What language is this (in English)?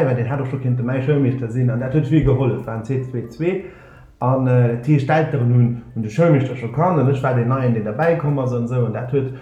Luxembourgish